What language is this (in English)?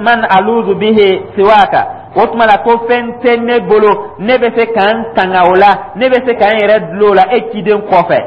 Dyula